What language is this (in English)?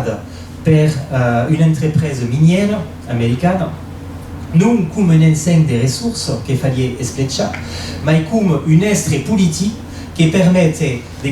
Occitan